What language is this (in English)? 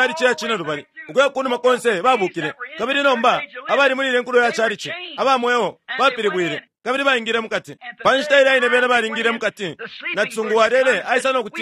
Bemba